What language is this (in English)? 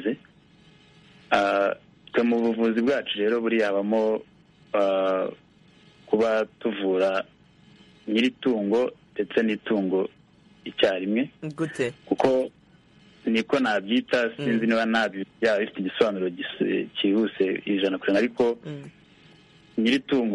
Kinyarwanda